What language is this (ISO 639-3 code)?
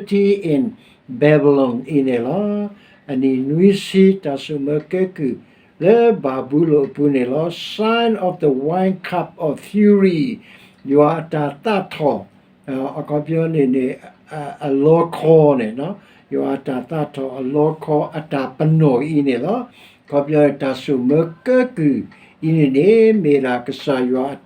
ksw